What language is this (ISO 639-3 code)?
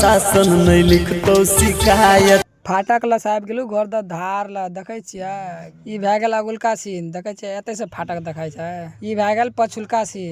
mai